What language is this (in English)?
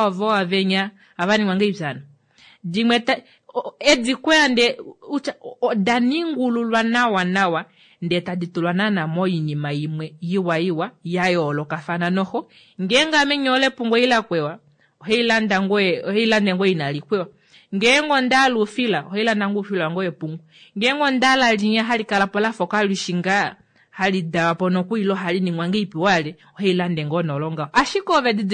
Kuanyama